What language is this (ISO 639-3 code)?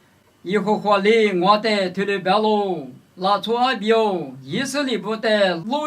lis